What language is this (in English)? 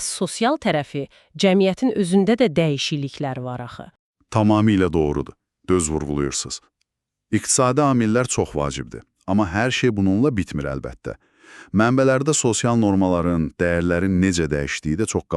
Azerbaijani